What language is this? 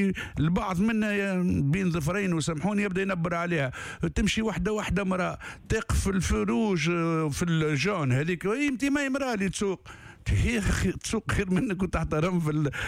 Tunisian Arabic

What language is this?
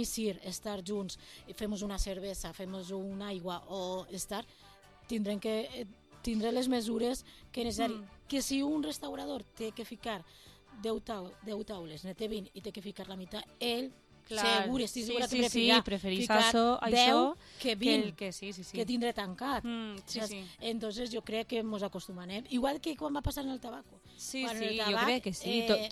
Catalan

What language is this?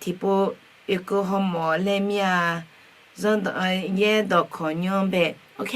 Akha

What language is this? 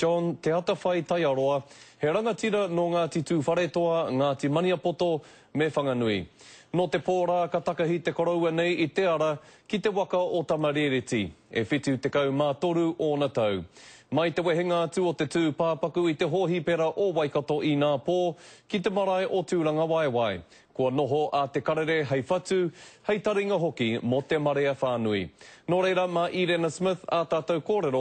Māori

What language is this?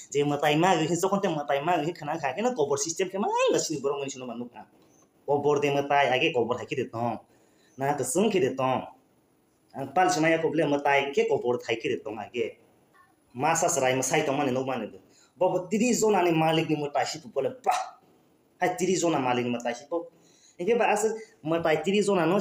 Kok Borok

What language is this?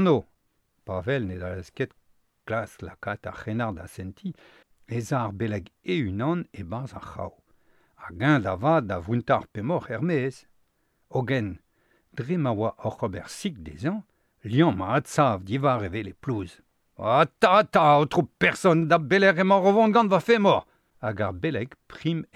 Breton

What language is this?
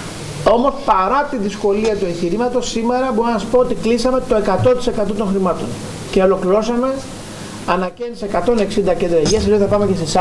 Greek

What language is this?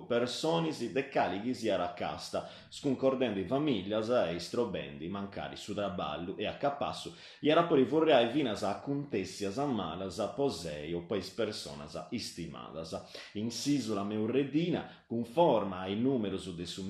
Sardinian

